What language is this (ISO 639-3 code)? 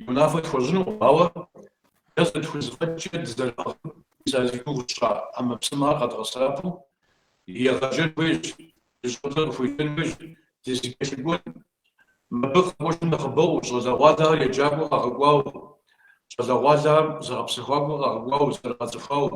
kbd